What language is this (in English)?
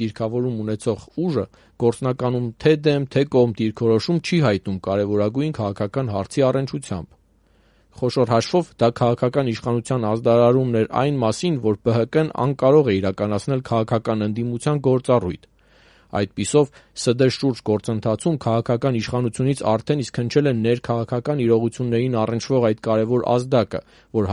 Armenian